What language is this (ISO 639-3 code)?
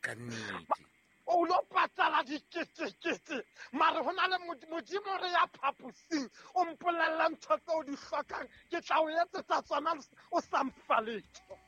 sot